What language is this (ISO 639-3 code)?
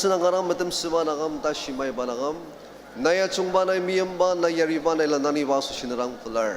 njo